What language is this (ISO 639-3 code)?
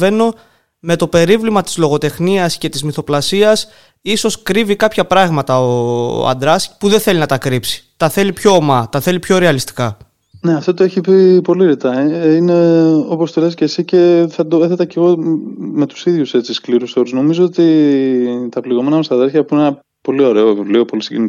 ell